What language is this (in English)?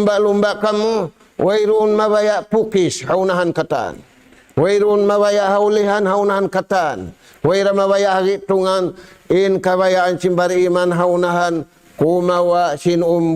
Tausug